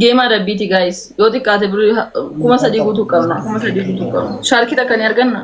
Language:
Oromo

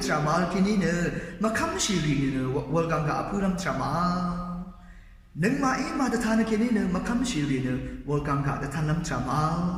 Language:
Rawang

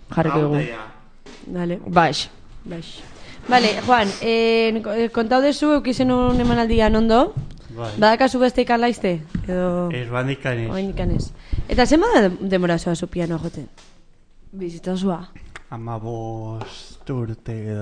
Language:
Basque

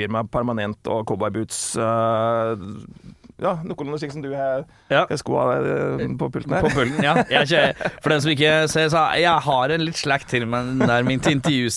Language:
Norwegian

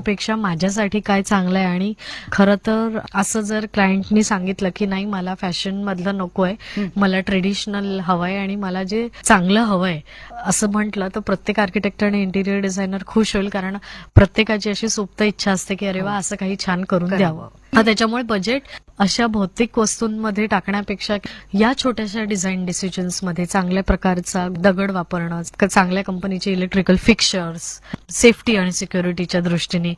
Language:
Marathi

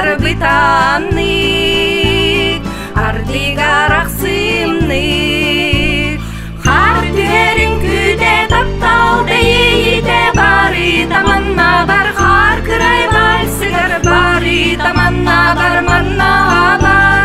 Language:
Yakut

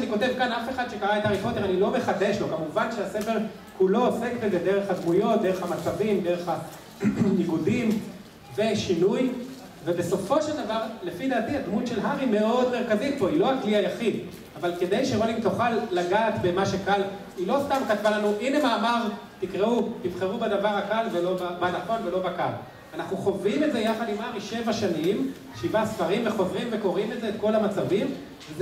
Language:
Hebrew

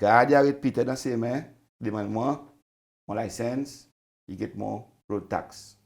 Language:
Seselwa Creole French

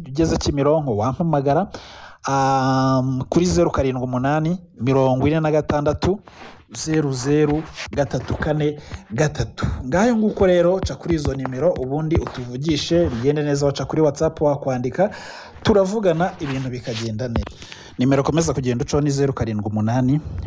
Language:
Kinyarwanda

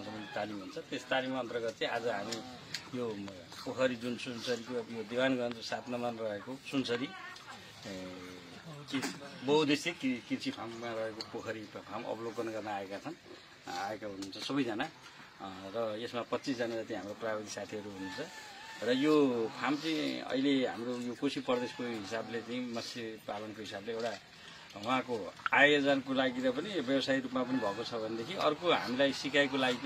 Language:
Nepali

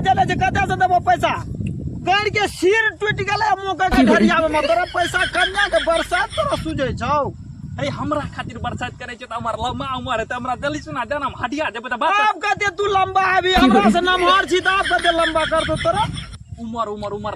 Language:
Maithili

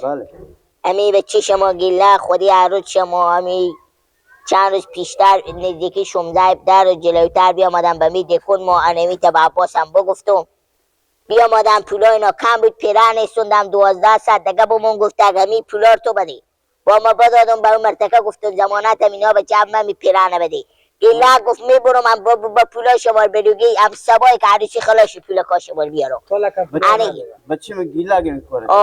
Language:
Persian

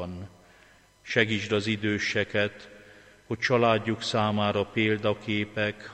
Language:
Hungarian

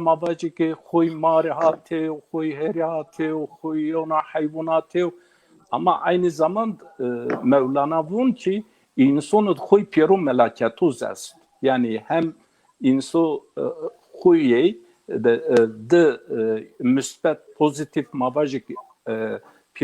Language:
Zaza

